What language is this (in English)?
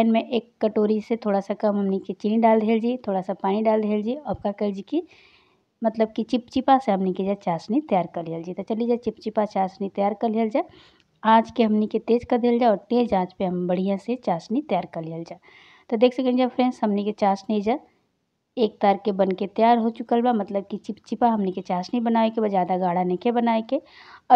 Bhojpuri